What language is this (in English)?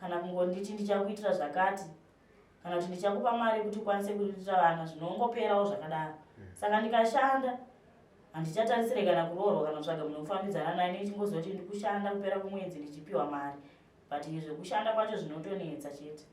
Shona